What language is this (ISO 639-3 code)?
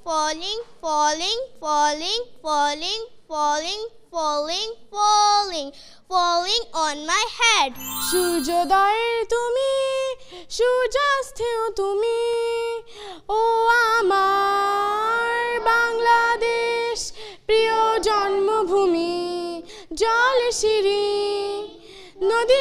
ben